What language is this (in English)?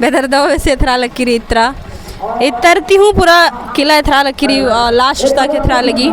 Kurukh